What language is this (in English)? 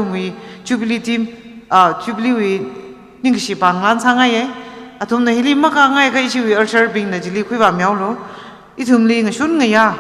Tangkhul Naga (India)